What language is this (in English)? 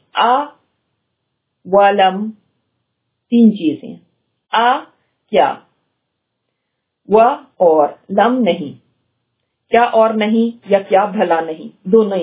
Urdu